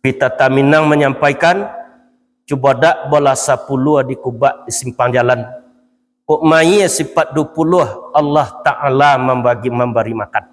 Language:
Minangkabau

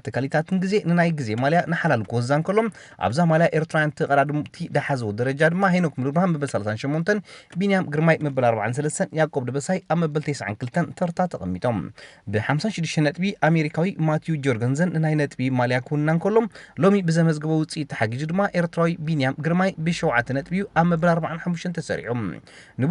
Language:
Tigrinya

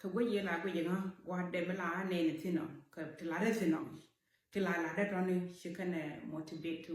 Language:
Nuer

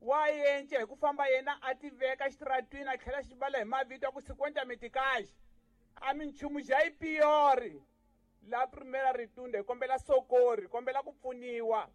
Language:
Tsonga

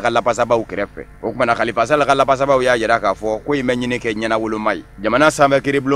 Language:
Bambara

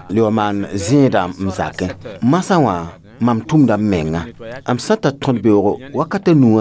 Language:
Mossi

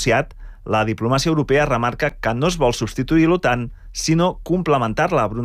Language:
Catalan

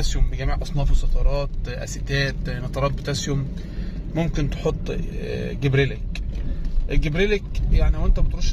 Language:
Egyptian Arabic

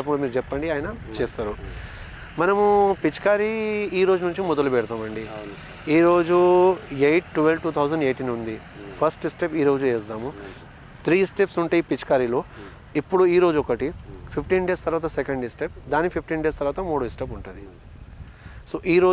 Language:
Telugu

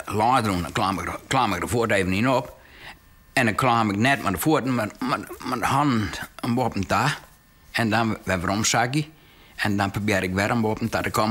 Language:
Western Frisian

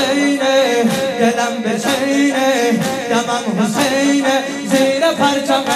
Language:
Persian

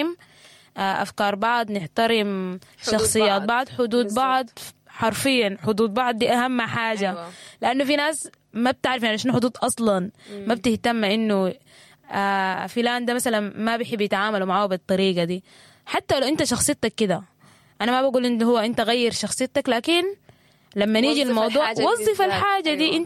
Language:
Sudanese Arabic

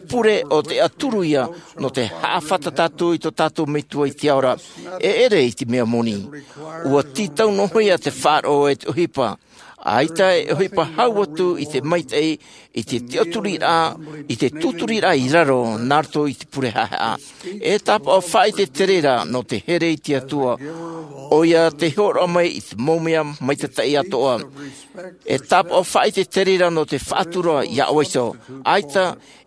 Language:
Tahitian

